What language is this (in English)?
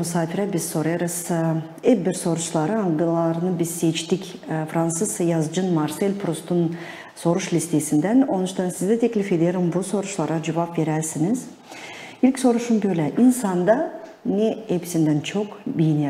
Gagauz